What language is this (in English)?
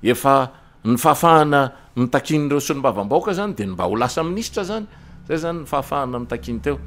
Malagasy